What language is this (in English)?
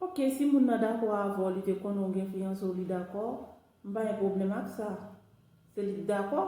Haitian Creole